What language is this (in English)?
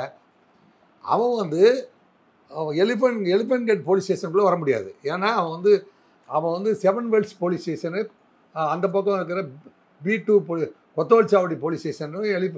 Tamil